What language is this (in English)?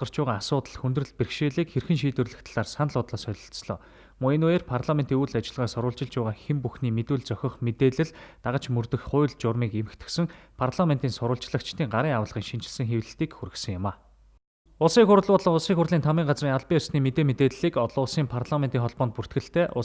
Mongolian